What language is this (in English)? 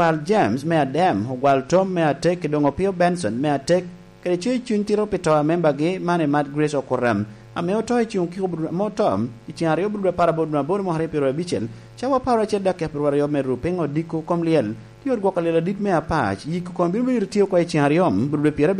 Lango (Uganda)